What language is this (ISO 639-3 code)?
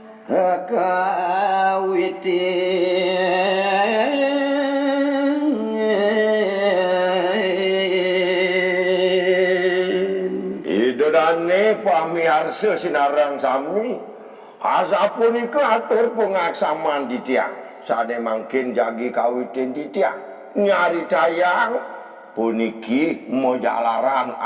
ban